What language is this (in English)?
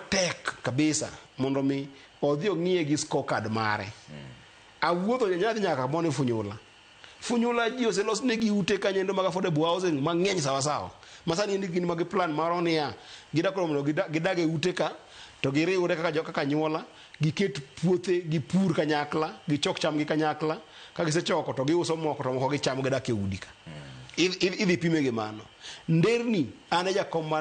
Luo (Kenya and Tanzania)